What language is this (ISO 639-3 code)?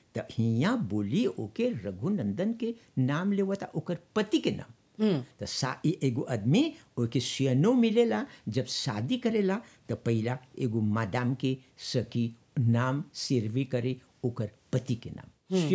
bho